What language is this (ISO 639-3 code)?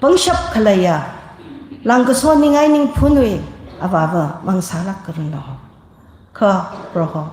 nmf